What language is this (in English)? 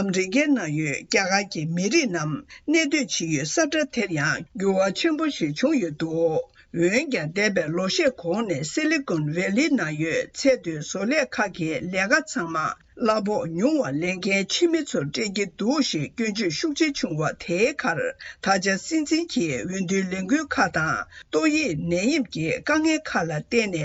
Tibetan